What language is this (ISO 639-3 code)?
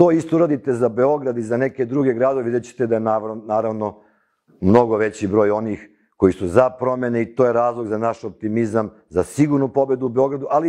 srp